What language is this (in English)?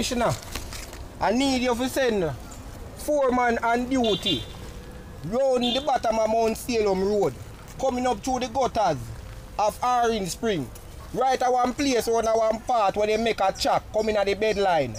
Jamaican Creole English